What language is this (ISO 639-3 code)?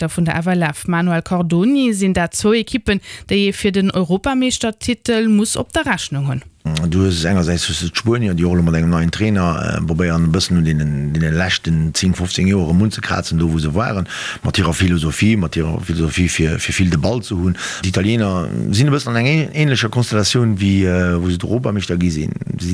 ltz